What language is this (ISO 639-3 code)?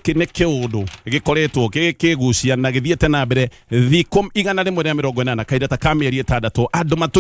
kik